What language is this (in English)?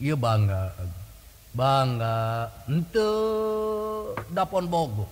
Sundanese